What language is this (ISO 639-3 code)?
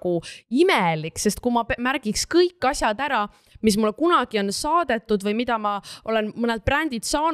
est